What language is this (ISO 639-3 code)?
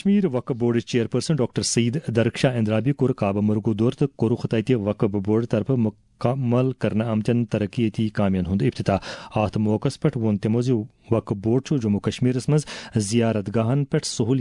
kas